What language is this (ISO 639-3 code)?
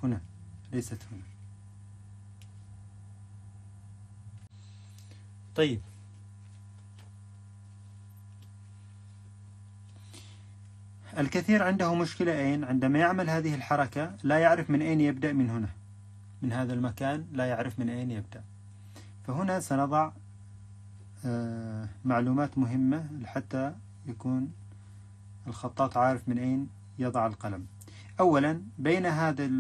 ara